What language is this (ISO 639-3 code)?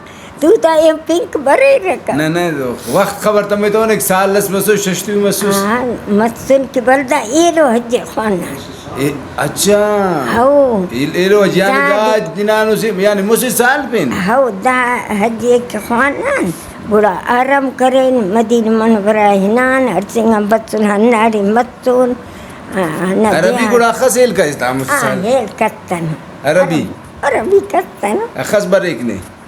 brh